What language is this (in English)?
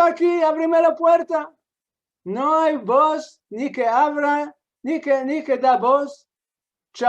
Ladino